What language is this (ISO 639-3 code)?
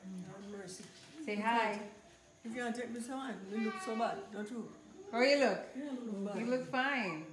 jam